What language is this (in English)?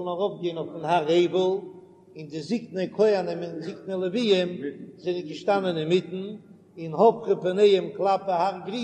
Yiddish